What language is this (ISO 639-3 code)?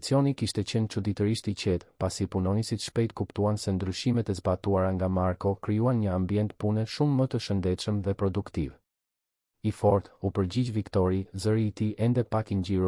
sqi